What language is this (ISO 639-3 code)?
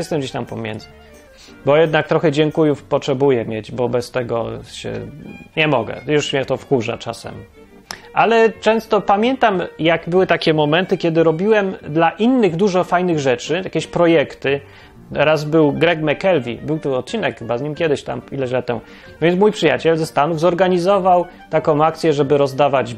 pol